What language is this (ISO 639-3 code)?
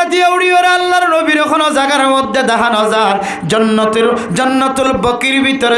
rhg